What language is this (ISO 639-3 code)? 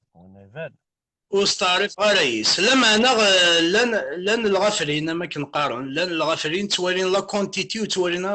kab